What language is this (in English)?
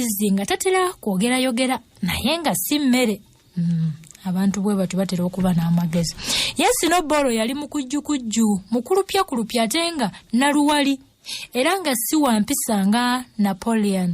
Ganda